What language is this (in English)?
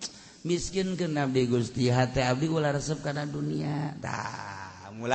Sundanese